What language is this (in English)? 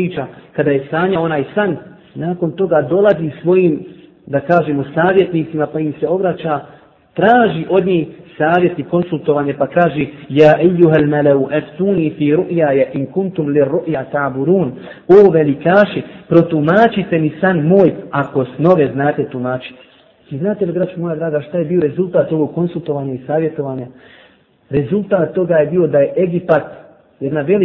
Bosnian